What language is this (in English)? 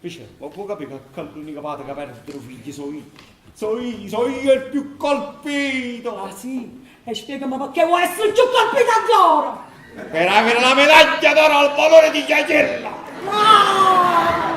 Neapolitan